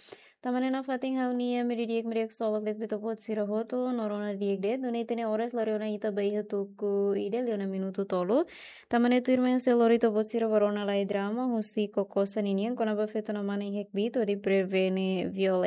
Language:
Tetum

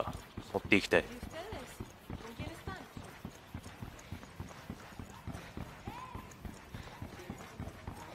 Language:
Japanese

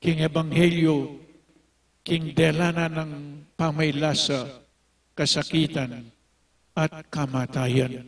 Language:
Pampanga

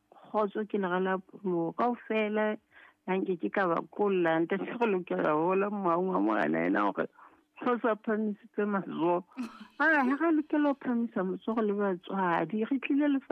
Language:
Southern Sotho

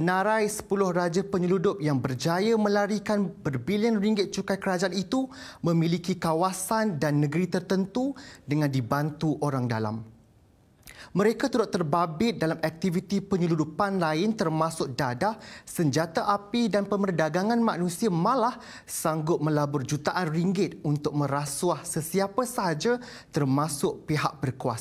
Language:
Malay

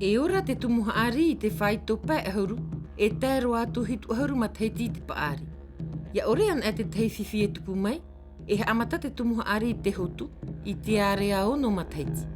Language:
Tahitian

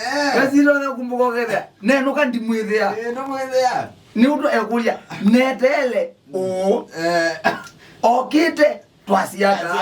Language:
Kamba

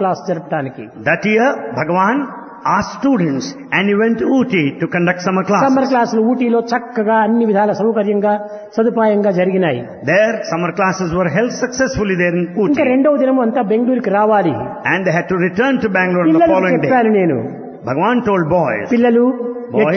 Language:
Telugu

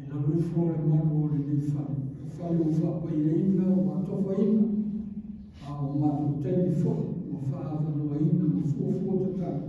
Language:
Samoan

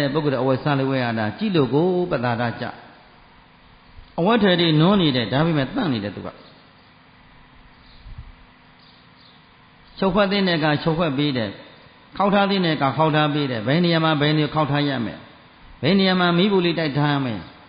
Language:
Burmese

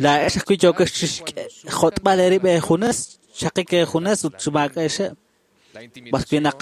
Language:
Kekchí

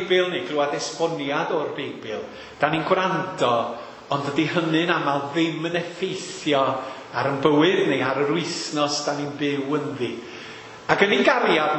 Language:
Welsh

